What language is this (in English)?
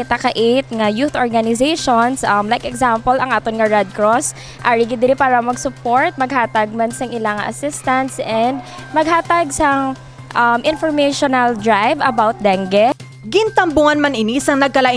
Hiligaynon